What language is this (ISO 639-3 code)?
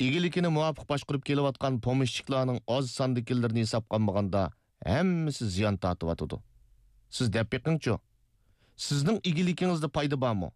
uig